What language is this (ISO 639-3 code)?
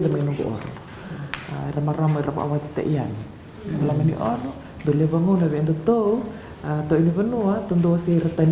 fij